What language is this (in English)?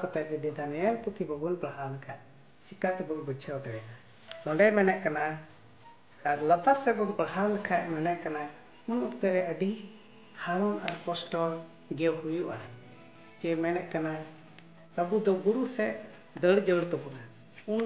Santali